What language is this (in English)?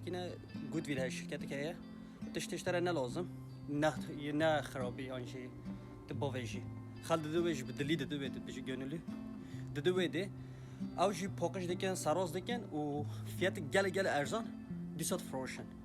Kurdish